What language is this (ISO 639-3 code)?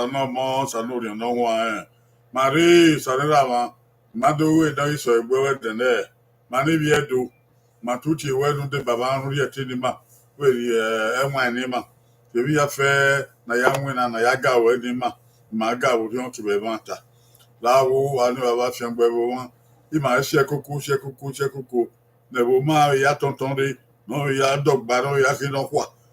bin